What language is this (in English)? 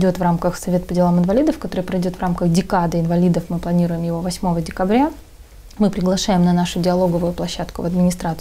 Russian